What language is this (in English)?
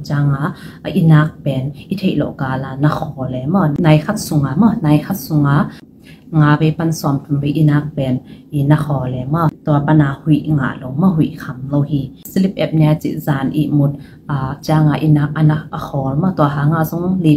Tedim Chin